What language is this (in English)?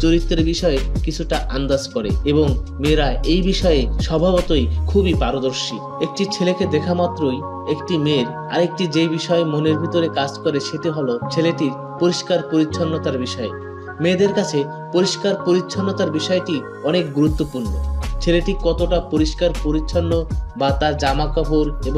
Bangla